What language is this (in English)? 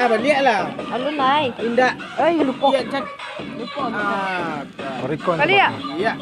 Minangkabau